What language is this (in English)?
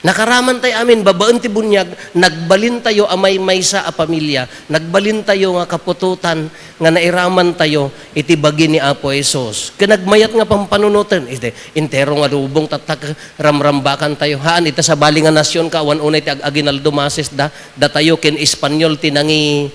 Iloko